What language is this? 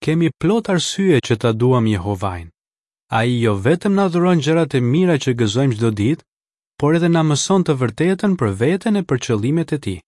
Albanian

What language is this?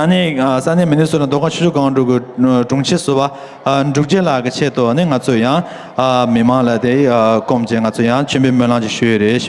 Tibetan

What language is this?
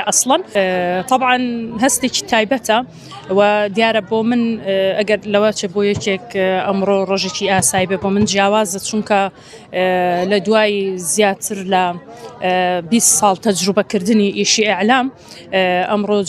Central Kurdish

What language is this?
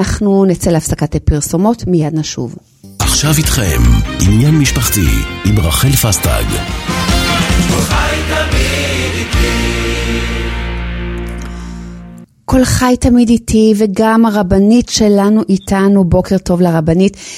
Hebrew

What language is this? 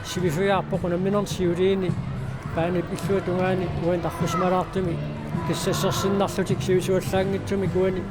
Kalaallisut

